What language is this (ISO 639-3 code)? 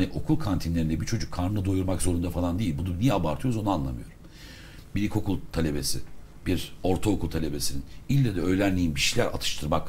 tur